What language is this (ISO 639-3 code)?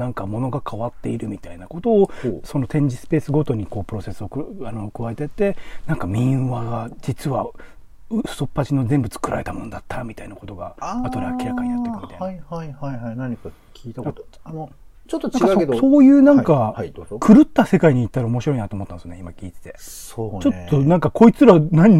jpn